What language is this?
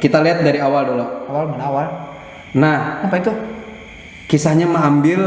Banjar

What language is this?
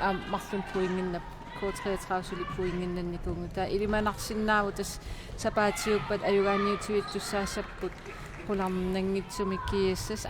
Kalaallisut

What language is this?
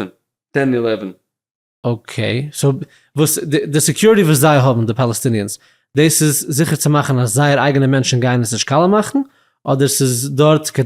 Yiddish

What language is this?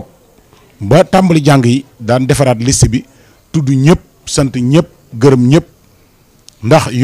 Wolof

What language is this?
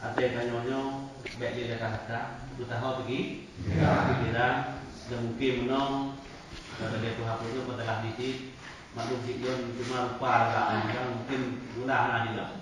Achinese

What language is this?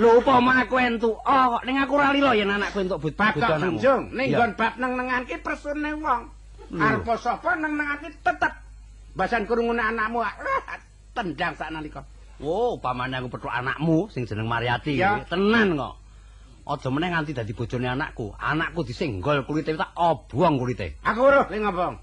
Javanese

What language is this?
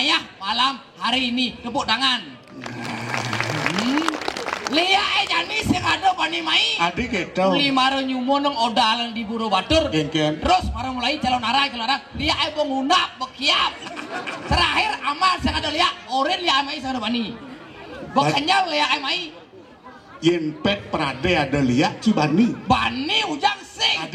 Balinese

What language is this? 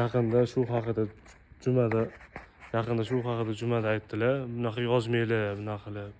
Uzbek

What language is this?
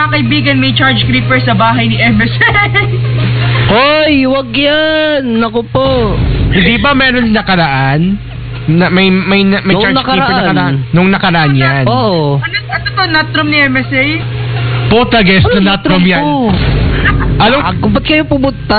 Filipino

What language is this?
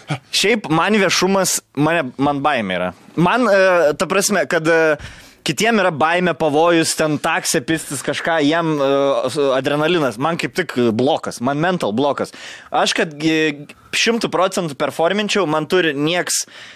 Lithuanian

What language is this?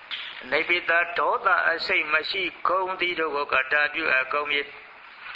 Burmese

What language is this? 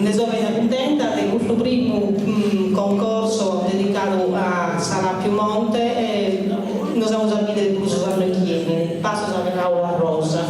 Sardinian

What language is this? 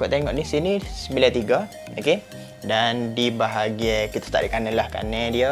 Malay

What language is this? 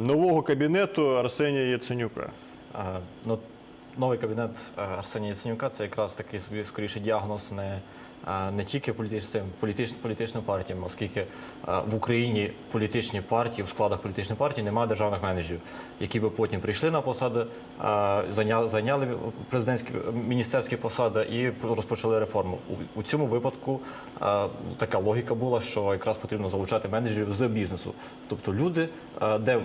Ukrainian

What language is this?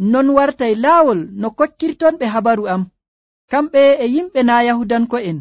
Nigerian Fulfulde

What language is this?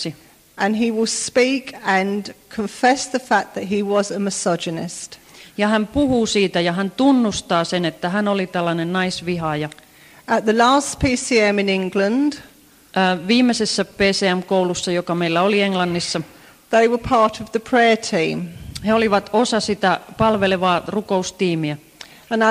Finnish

